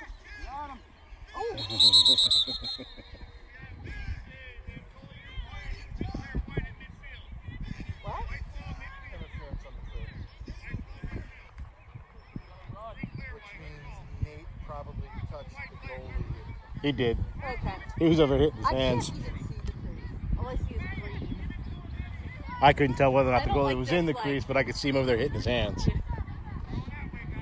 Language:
English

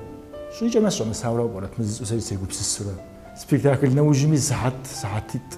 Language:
Kabardian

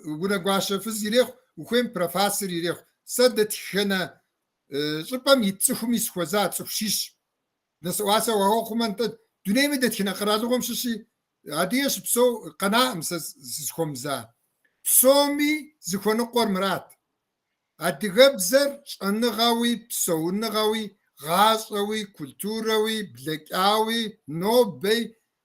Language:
Kabardian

